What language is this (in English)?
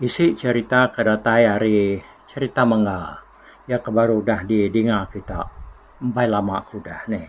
Iban